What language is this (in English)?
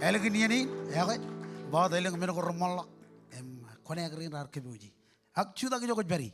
Marshallese